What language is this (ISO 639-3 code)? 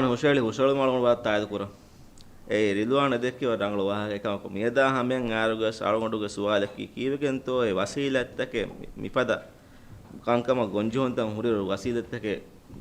div